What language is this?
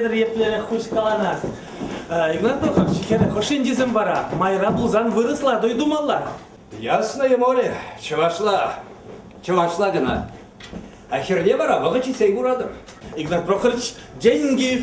Chuvash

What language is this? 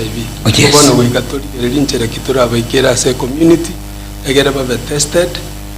Gusii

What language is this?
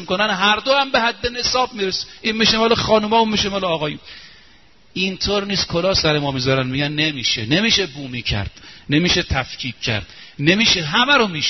Persian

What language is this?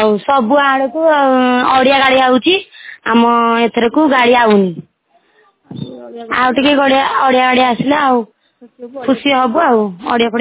Odia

